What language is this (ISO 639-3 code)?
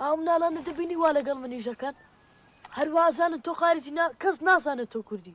kur